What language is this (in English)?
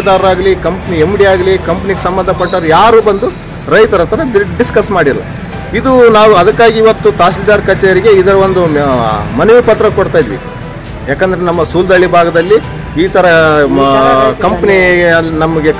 Kannada